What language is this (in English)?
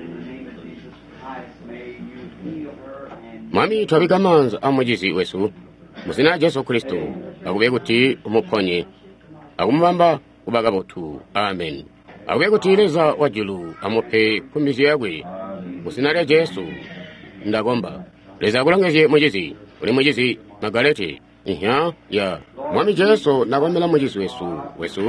Tonga (Zambia)